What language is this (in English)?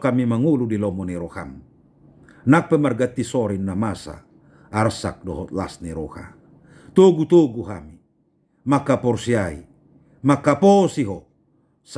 Batak Toba